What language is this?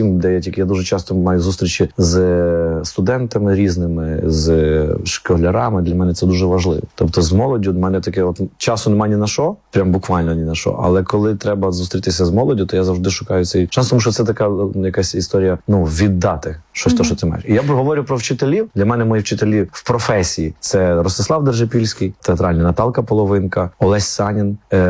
Ukrainian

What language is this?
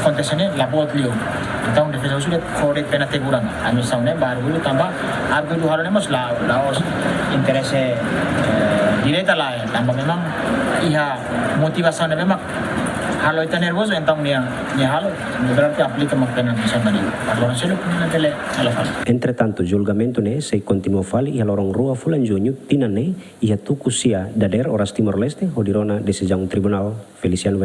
Tetum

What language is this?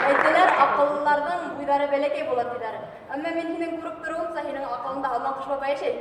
Bashkir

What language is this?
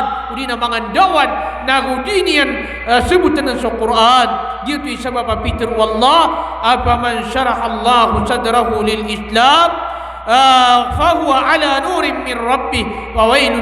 Maranao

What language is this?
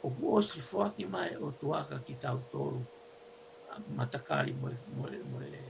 Tongan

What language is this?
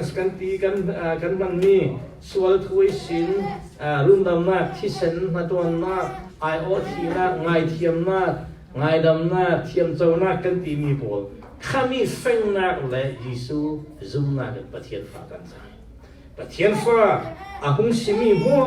Falam Chin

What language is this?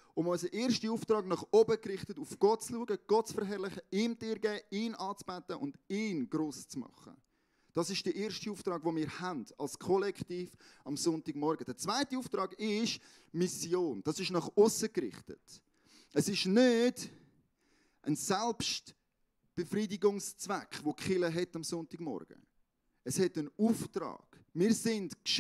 Swiss German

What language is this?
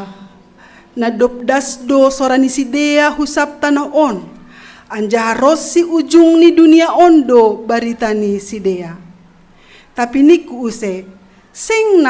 Batak Simalungun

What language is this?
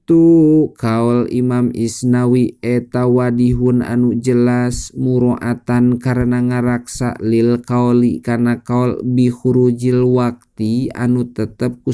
Sundanese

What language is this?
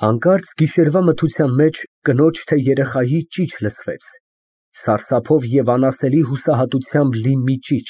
Armenian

